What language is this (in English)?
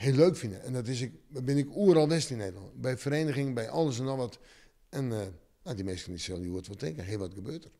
Western Frisian